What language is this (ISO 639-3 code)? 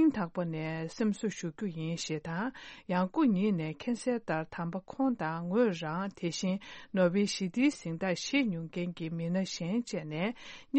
bod